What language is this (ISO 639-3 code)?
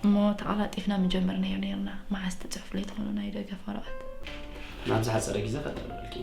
tir